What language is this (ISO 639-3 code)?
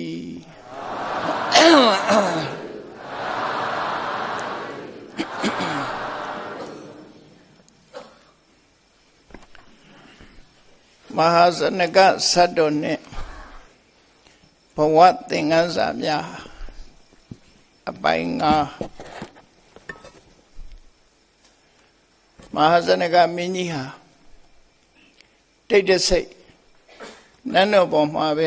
mya